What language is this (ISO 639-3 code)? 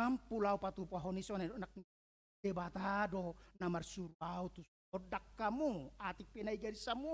bbc